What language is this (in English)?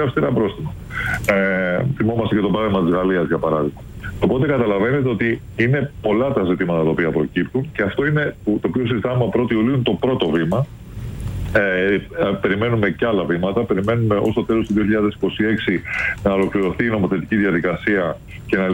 Greek